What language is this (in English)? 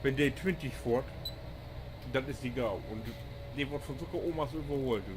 Low German